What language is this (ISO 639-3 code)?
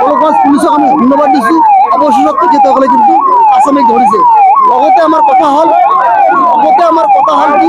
asm